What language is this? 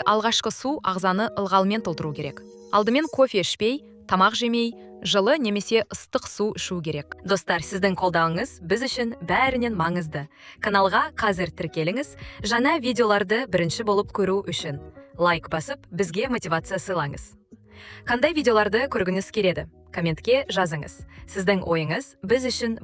Kazakh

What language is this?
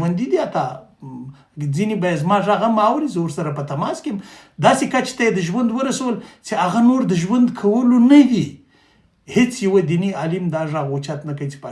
Pashto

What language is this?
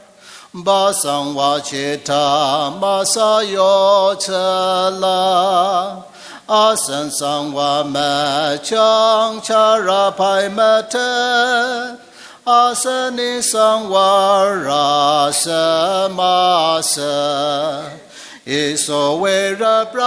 Ao Naga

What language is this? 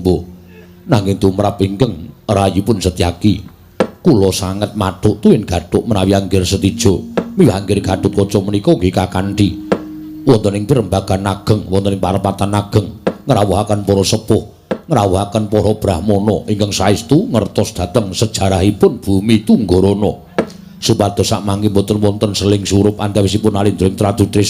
Javanese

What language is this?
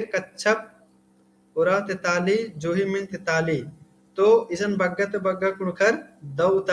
Kurukh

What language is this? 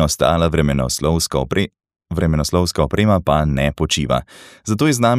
Slovenian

